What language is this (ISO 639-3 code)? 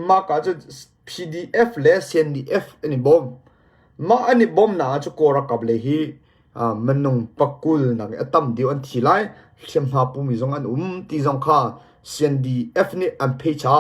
cnh